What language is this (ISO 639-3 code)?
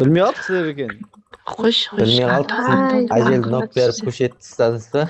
kaa